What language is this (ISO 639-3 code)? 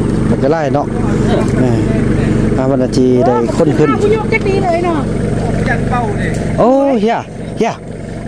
tha